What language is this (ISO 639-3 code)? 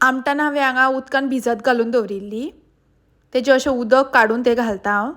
kok